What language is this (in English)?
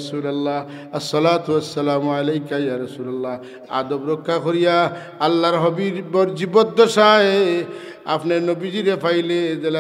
Sylheti